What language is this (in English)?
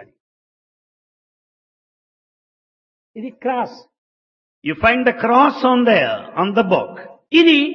Telugu